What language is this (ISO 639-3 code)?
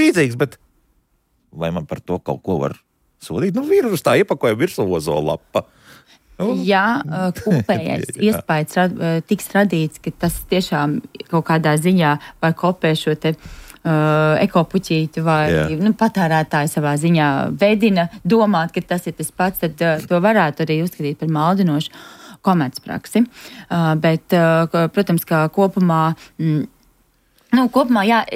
lav